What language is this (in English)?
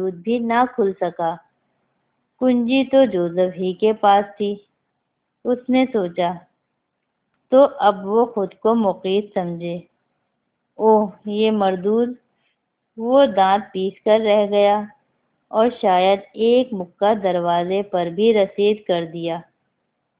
Urdu